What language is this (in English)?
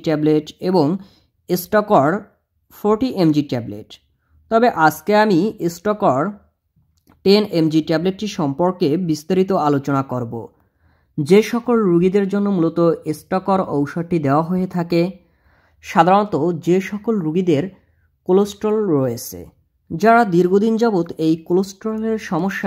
Bangla